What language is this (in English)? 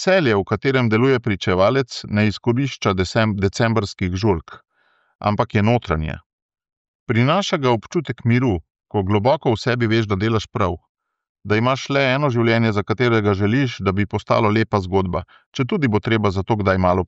Slovenian